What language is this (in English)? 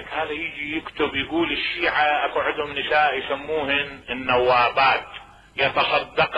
Mesopotamian Arabic